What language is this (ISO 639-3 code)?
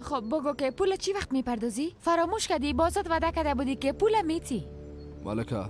fas